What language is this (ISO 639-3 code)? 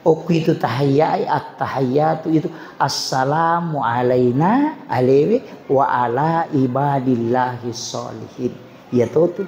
bug